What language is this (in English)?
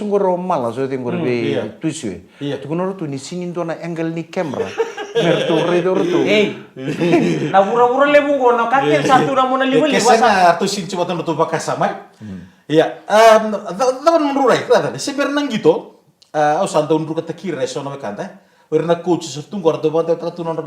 Fijian